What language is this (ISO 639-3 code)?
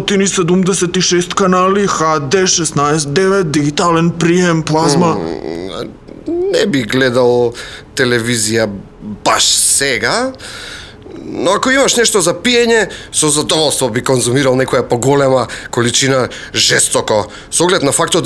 mkd